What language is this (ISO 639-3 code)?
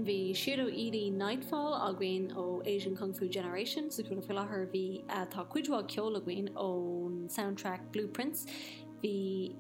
gle